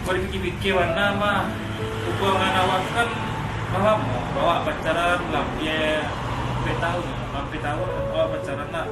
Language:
Minangkabau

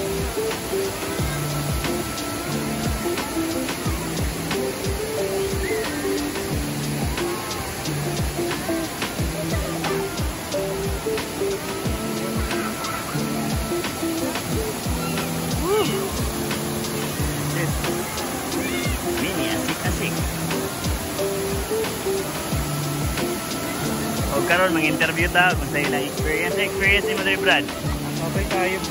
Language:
Cebuano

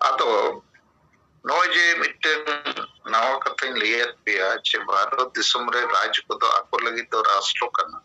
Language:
Santali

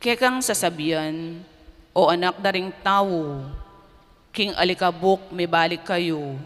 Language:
Pampanga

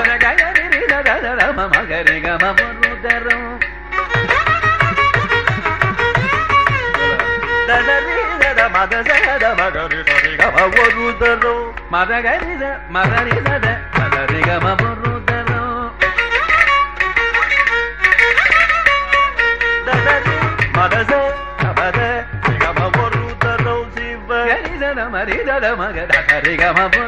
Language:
Tamil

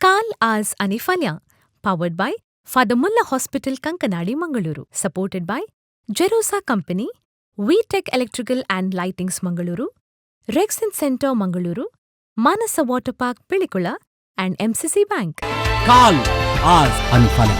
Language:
Konkani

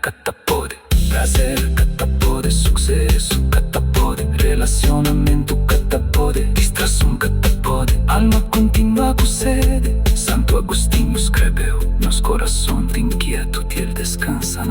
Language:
Kabuverdianu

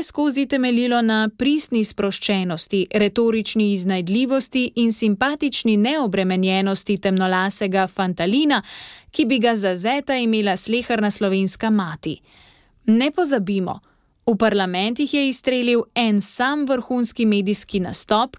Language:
Slovenian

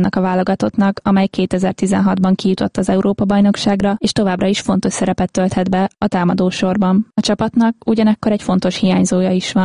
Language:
Hungarian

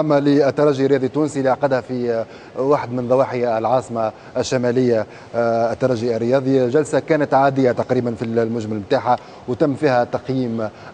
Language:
Tunisian Arabic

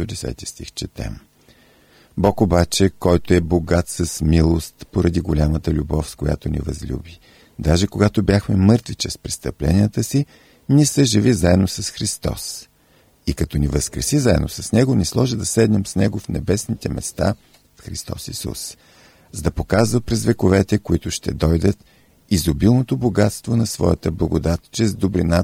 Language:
Bulgarian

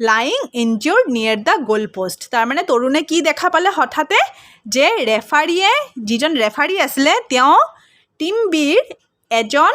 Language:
Assamese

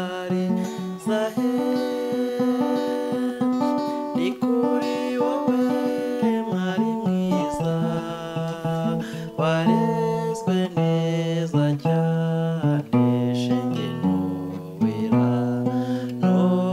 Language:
Kinyarwanda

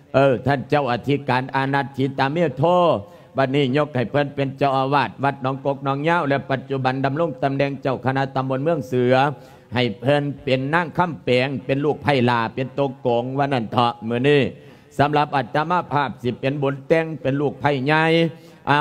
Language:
Lao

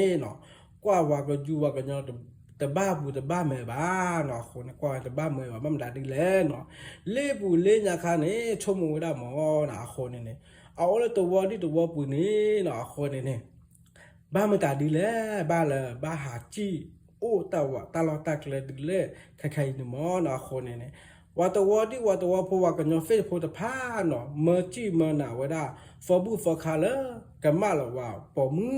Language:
S'gaw Karen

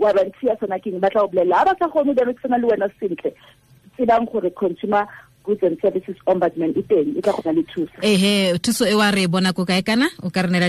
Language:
Tswana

